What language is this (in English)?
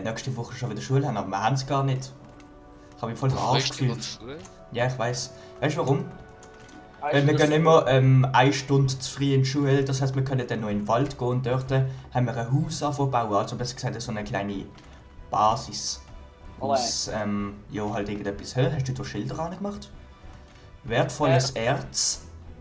Swiss German